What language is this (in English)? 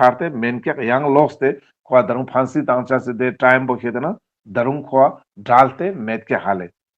Ladakhi